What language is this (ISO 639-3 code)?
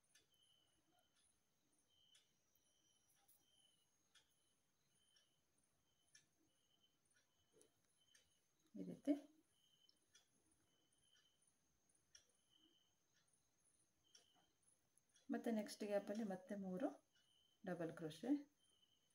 kan